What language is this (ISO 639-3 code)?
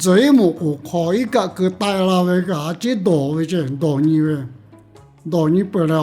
lhu